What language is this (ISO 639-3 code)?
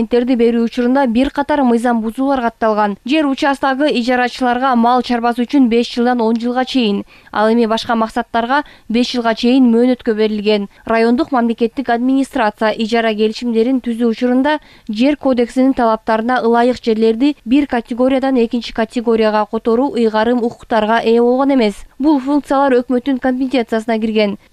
kir